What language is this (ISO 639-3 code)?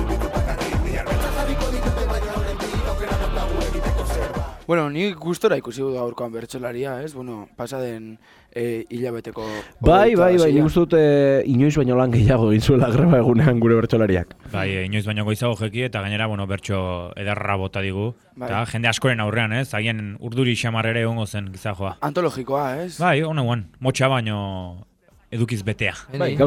eus